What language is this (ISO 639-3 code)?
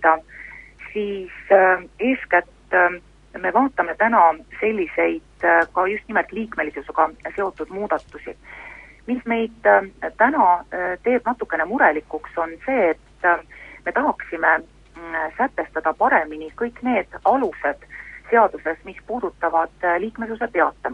est